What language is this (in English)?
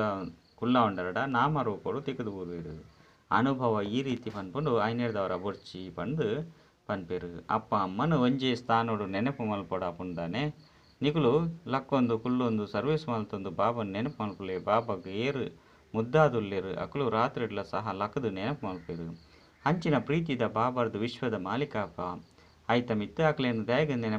Tulu